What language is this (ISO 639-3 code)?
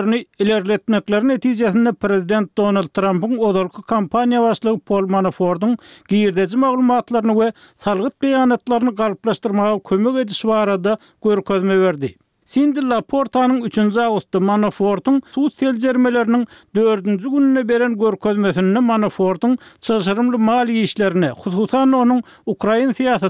tuk